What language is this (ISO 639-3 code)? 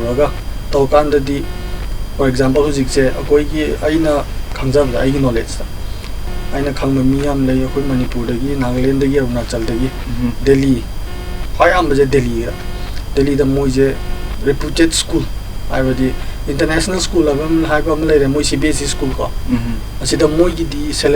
mni